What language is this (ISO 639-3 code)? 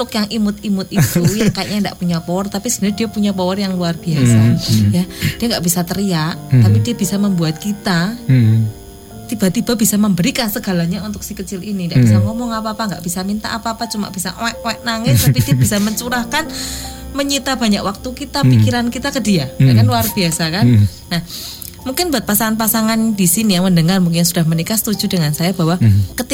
ind